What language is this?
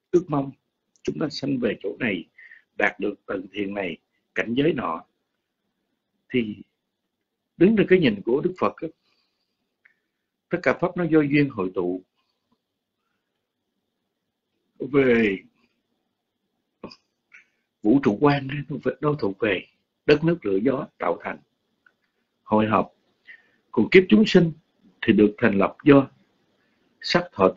Vietnamese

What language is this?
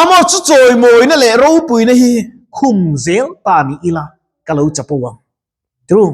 Mizo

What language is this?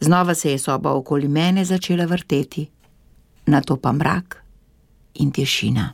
Slovenian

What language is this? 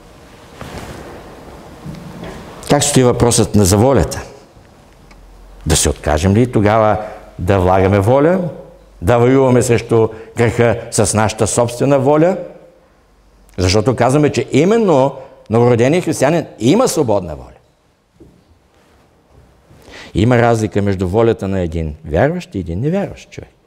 Bulgarian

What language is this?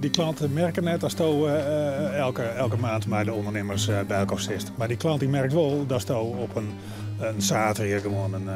Western Frisian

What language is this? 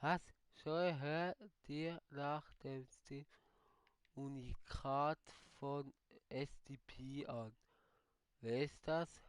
Swiss German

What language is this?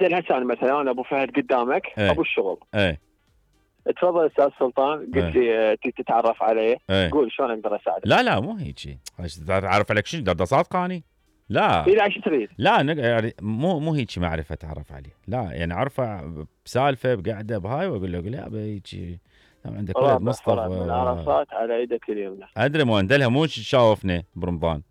Mesopotamian Arabic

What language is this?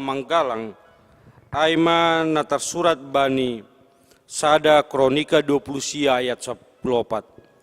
Batak Simalungun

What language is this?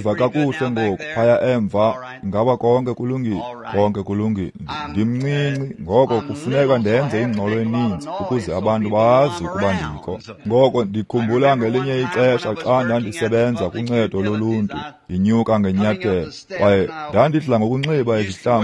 Xhosa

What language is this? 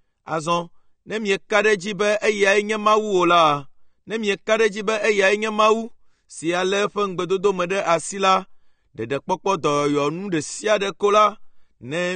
Ewe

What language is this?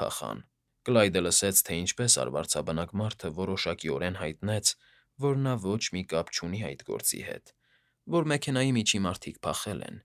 Armenian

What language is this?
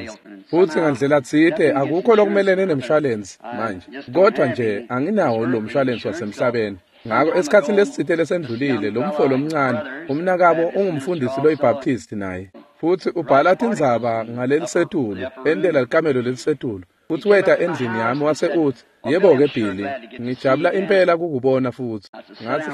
Swati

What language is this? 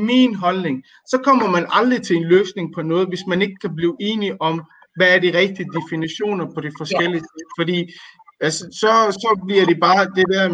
Danish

